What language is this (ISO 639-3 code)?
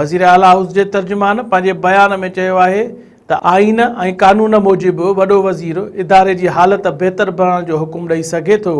snd